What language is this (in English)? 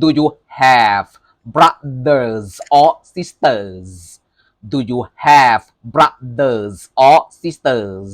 Lao